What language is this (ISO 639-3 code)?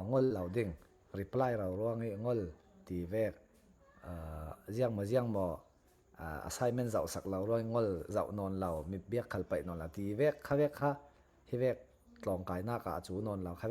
cfm